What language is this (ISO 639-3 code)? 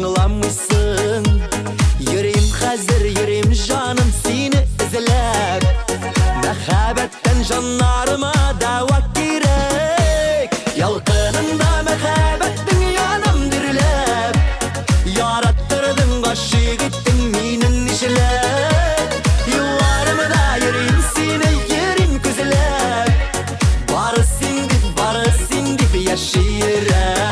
tat